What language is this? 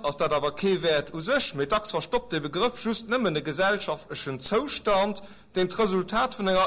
Luxembourgish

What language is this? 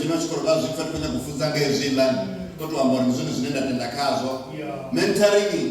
Venda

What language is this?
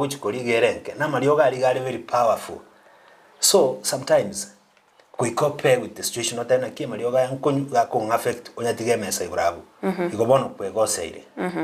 Gusii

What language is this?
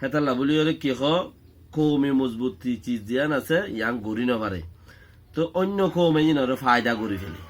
Rohingya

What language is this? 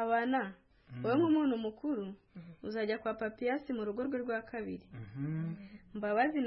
Kinyarwanda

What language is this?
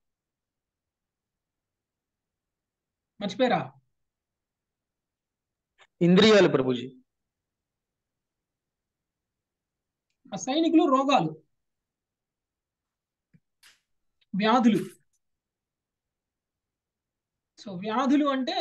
Telugu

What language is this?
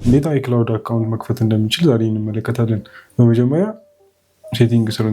Amharic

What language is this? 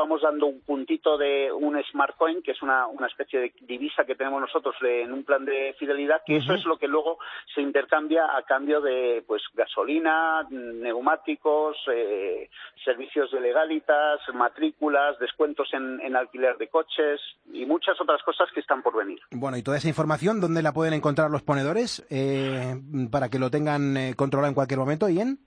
Spanish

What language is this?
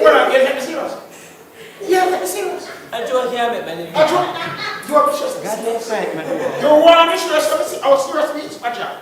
Jamaican Creole English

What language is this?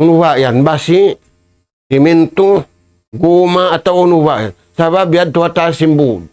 Tausug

